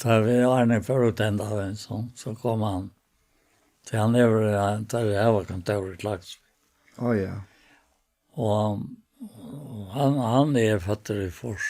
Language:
Faroese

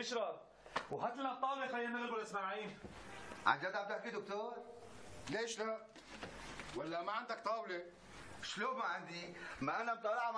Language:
North Levantine Arabic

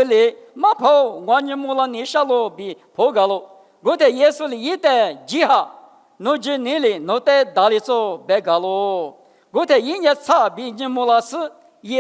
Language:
Lisu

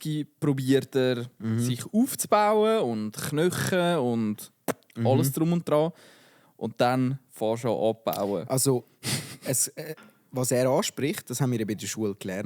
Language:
Swiss German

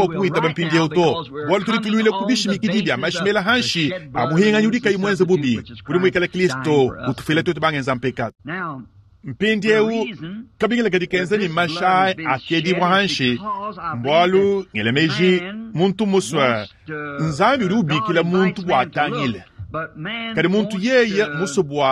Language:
Luba-Lulua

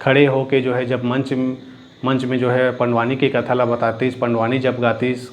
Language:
Chhattisgarhi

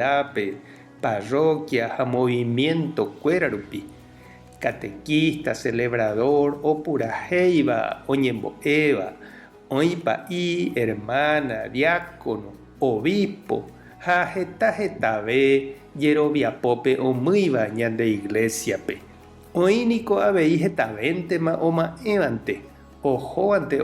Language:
Guarani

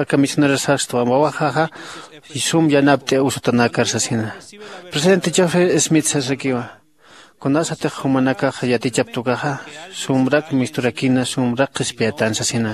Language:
Aymara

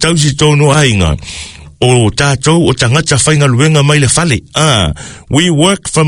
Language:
Samoan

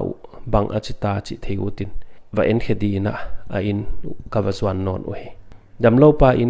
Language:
Paite Chin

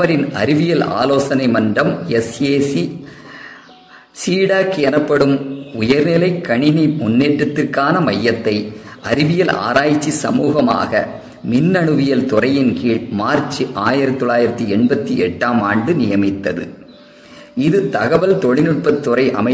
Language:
Tamil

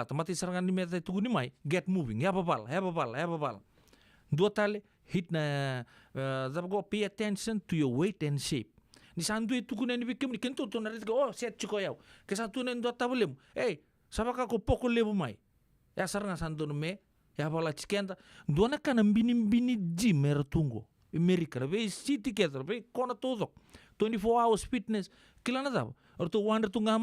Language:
Fijian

